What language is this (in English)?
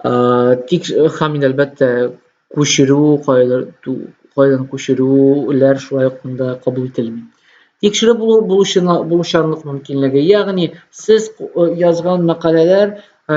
Tatar